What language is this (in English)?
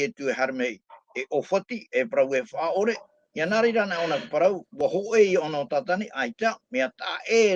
Tahitian